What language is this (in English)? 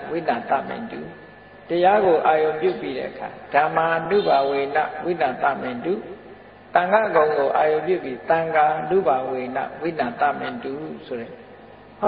Burmese